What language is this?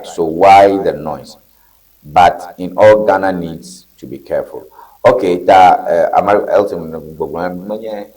Ewe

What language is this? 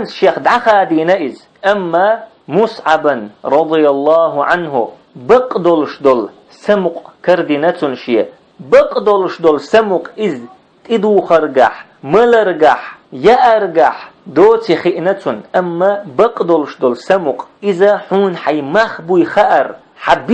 Chechen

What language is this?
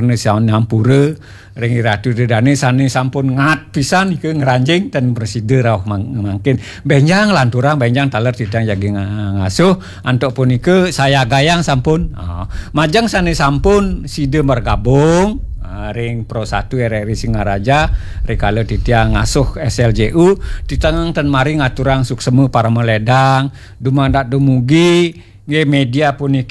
Balinese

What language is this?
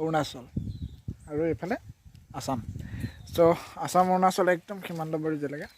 Assamese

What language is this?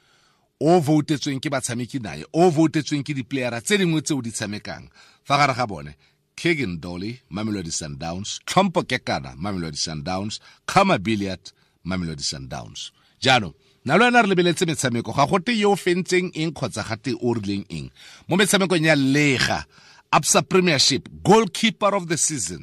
Tswana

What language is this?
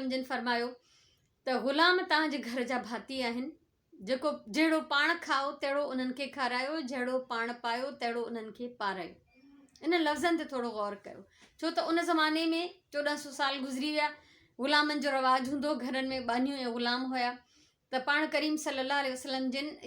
Sindhi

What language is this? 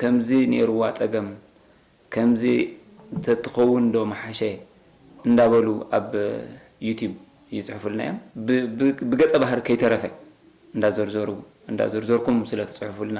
Tigrinya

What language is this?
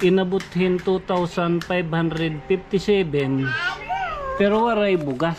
Waray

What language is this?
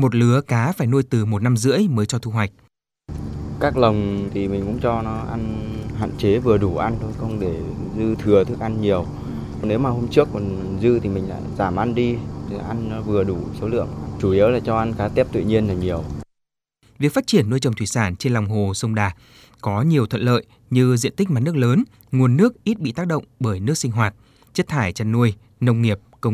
Vietnamese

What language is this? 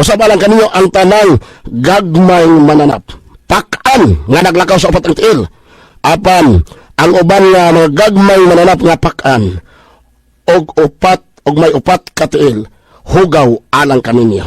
Cebuano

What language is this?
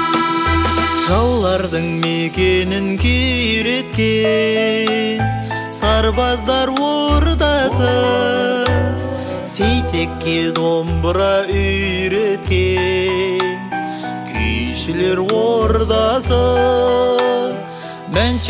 Kazakh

